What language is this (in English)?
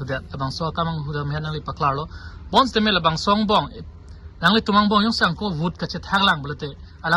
Karbi